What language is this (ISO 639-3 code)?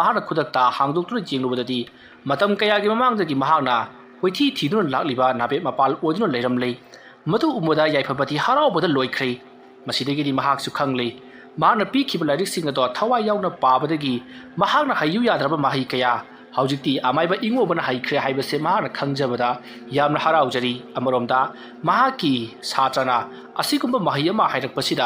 mni